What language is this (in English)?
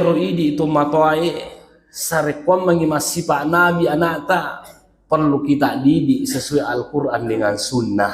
Buginese